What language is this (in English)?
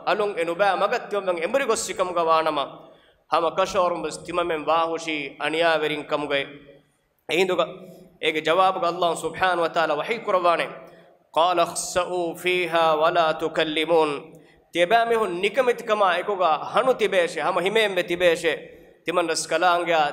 Divehi